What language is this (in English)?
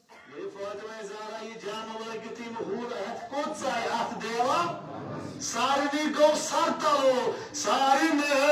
Kashmiri